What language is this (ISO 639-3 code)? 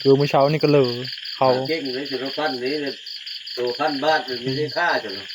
tts